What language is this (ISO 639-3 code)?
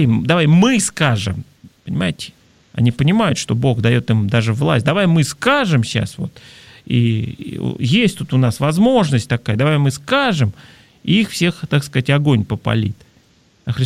rus